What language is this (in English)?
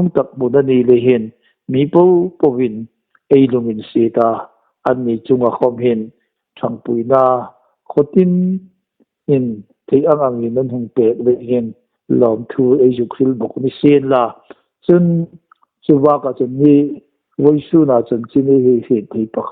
Hmar